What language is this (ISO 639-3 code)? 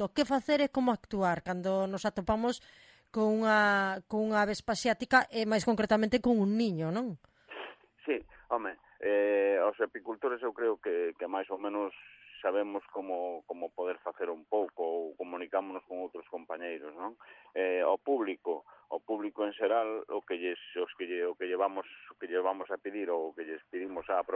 glg